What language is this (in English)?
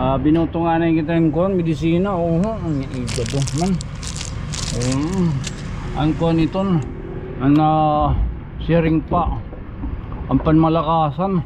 Waray